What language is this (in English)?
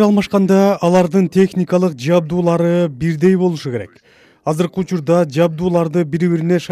Kyrgyz